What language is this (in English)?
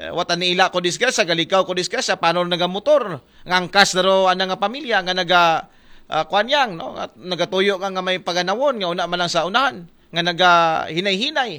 Aklanon